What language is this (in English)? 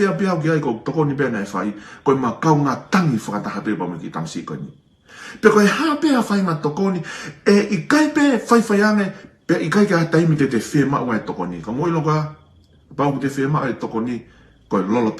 Tongan